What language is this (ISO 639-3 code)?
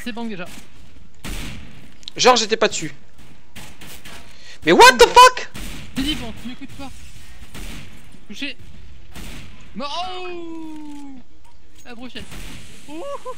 fra